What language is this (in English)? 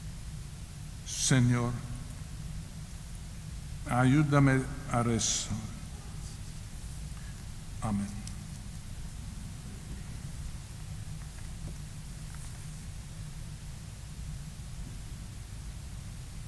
Spanish